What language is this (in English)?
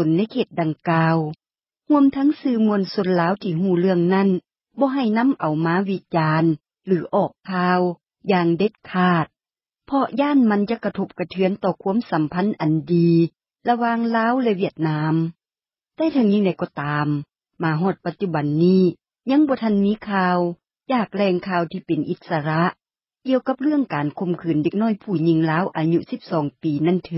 Lao